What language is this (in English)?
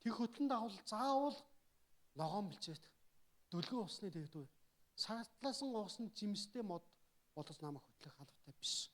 Mongolian